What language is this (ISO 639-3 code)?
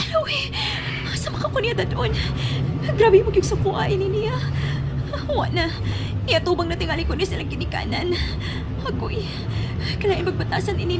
ceb